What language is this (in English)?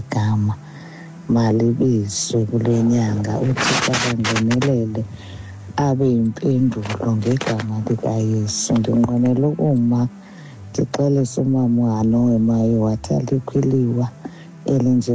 Xhosa